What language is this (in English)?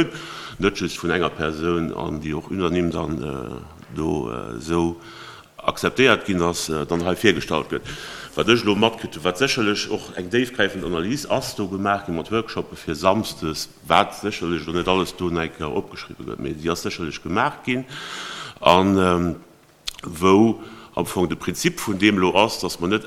Luxembourgish